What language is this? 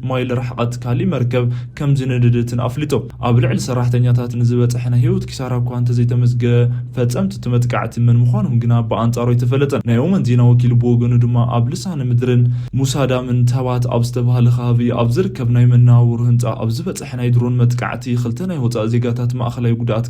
Tigrinya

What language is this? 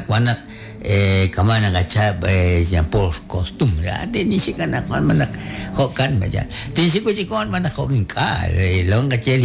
Kekchí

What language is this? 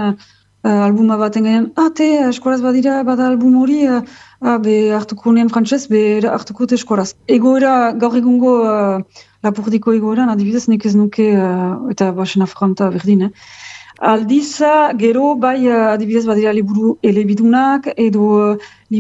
Basque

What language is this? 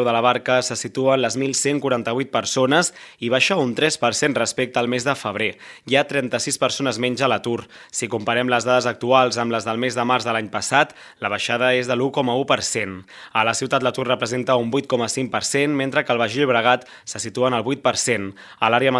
Catalan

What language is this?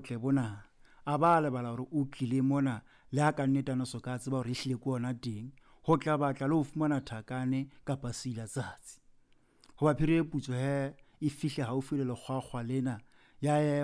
Southern Sotho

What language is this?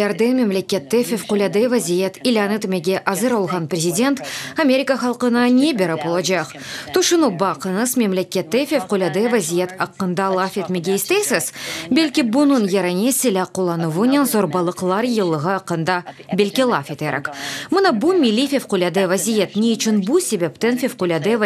Crimean Tatar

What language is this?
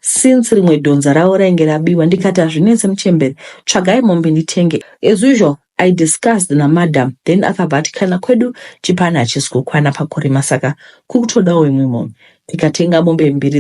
Shona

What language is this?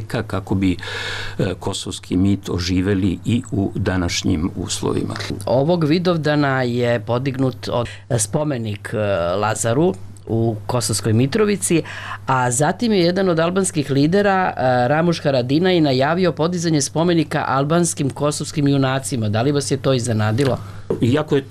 Serbian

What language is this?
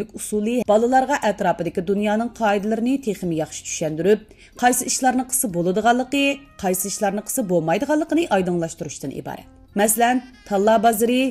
Uyghur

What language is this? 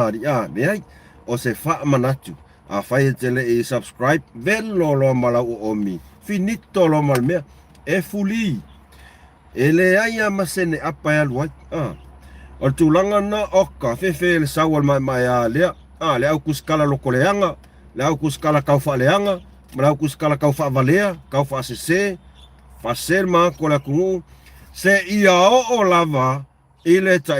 Samoan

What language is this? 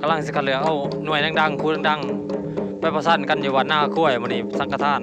Northeastern Thai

